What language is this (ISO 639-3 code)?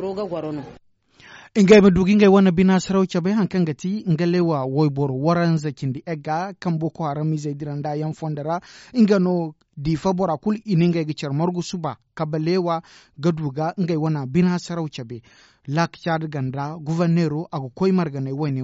dje